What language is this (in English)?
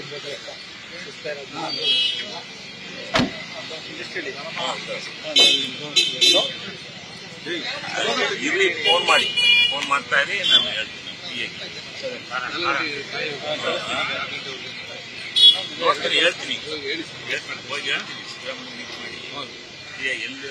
Kannada